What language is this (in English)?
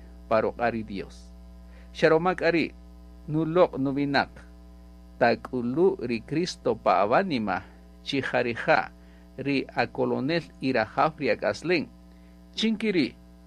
Kaqchikel